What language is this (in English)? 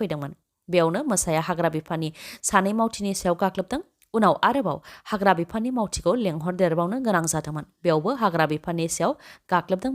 Bodo